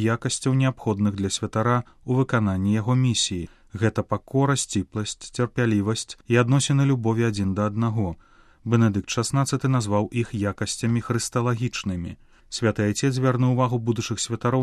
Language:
Belarusian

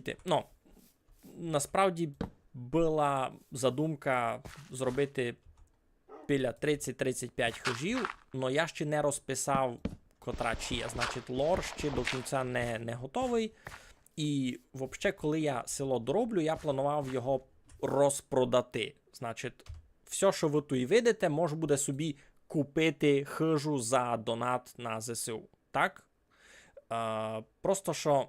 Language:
Rusyn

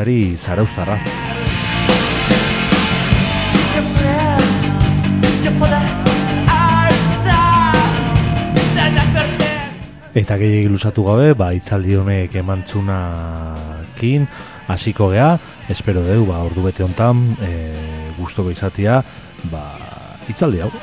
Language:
Basque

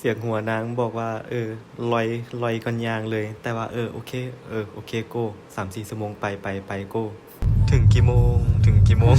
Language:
Lao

